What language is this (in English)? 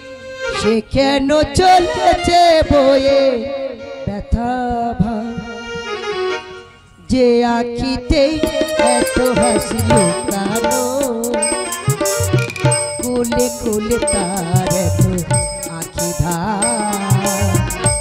Bangla